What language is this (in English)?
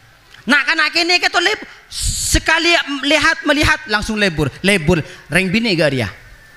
Madurese